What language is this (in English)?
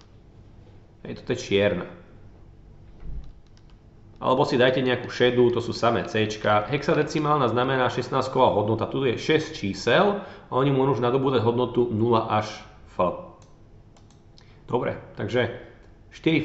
Slovak